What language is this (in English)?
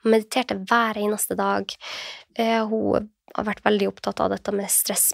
Norwegian